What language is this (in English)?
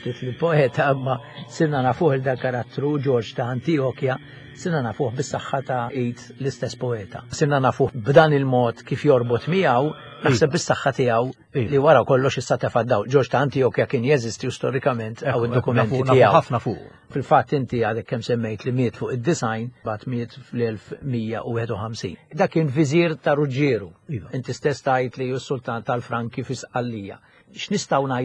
Maltese